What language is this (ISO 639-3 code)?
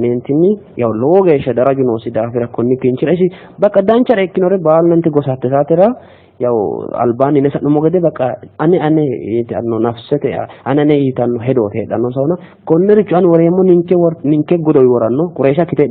sid